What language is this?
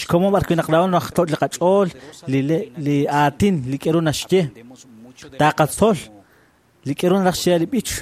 Kekchí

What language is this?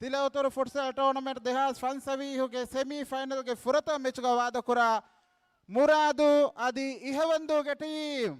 Divehi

